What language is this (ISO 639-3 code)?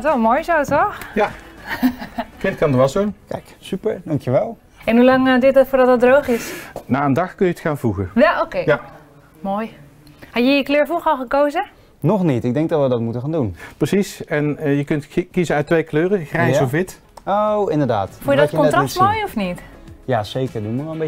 nld